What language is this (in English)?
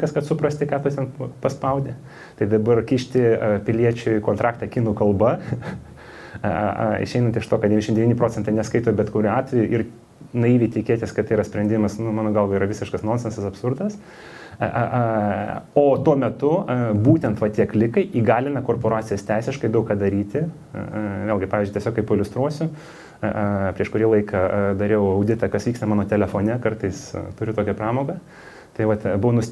Lithuanian